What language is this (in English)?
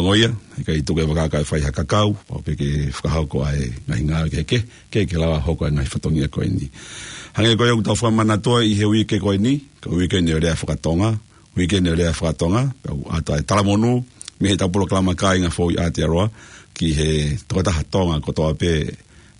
Tongan